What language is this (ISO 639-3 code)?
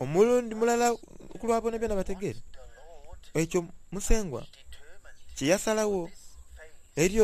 xog